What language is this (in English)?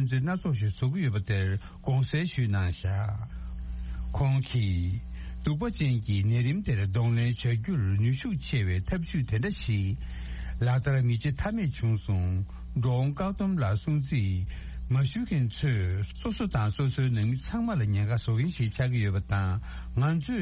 Tibetan